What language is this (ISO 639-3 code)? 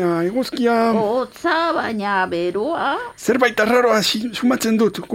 eus